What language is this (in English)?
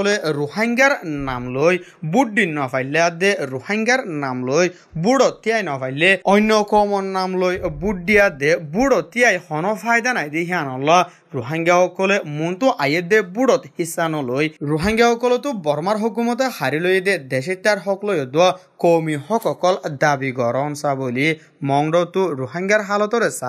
Rohingya